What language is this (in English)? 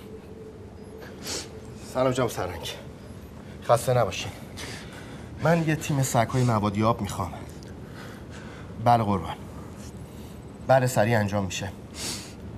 Persian